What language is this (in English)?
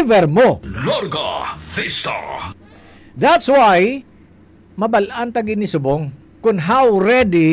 Hiligaynon